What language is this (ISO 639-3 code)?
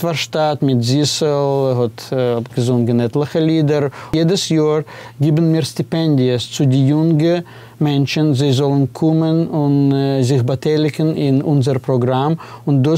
yid